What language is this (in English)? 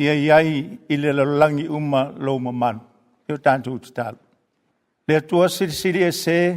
Samoan